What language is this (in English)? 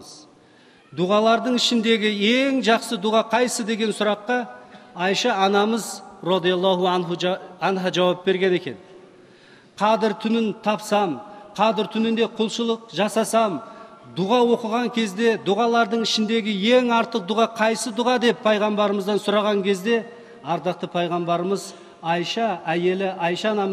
Kazakh